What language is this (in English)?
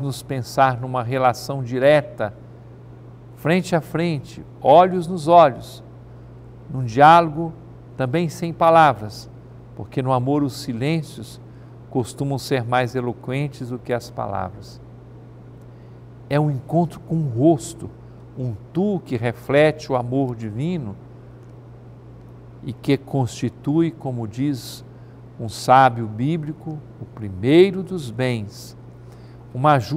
Portuguese